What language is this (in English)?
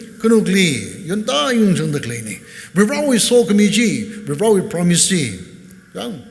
Tangkhul Naga (India)